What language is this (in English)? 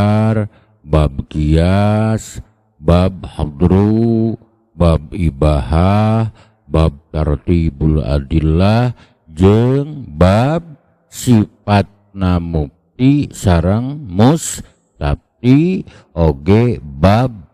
Sundanese